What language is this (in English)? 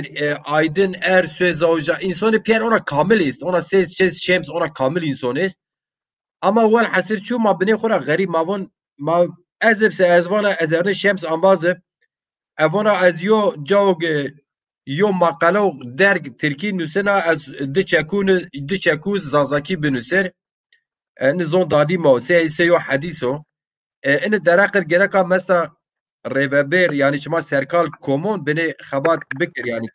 Zaza